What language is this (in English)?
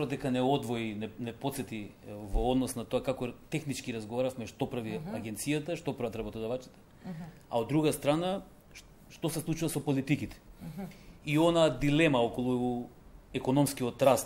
Macedonian